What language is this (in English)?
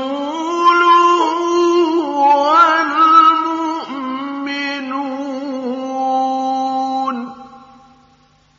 Arabic